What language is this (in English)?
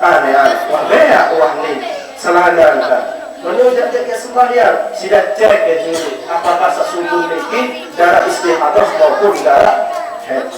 Sasak